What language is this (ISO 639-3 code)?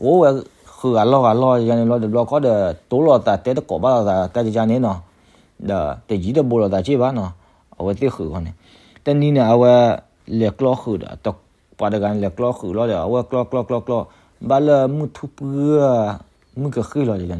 ksw